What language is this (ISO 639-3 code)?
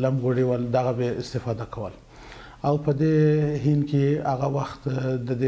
pus